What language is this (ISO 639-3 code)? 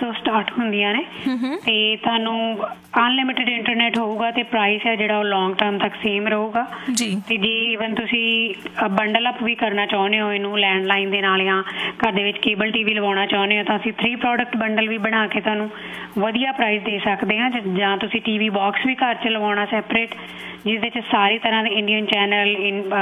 pan